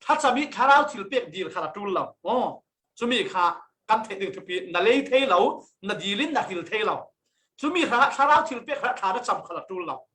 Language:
Falam Chin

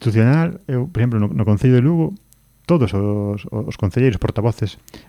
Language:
Galician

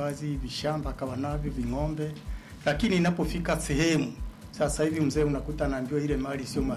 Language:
Swahili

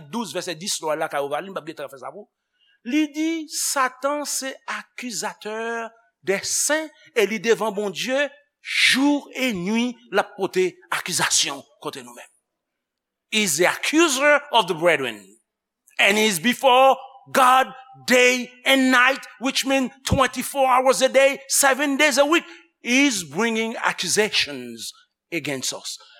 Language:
Haitian Creole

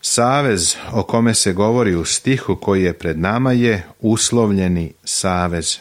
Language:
Serbian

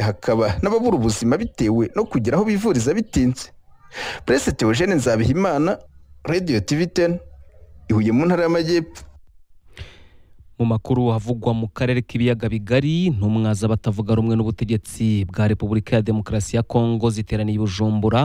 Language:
Kinyarwanda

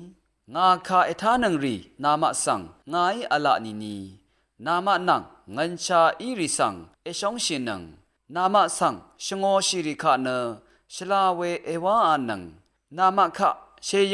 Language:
Rawang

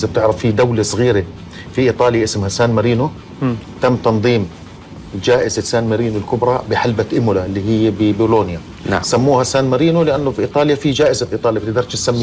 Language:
Gulf Arabic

